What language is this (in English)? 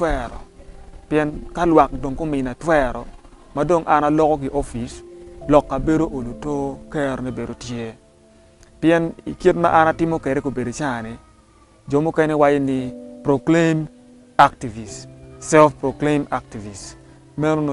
Acoli